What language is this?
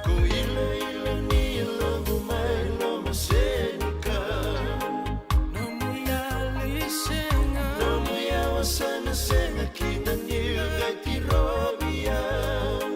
Fijian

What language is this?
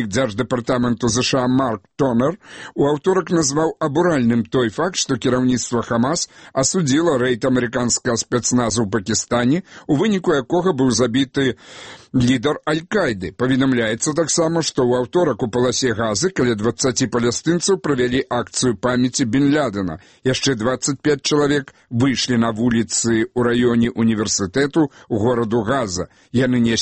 Belarusian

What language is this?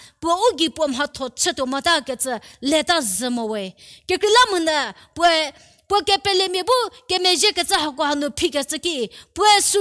Angami Naga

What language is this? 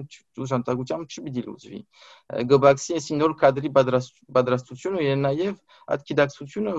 Armenian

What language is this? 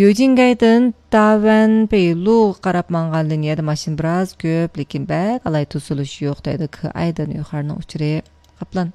Uyghur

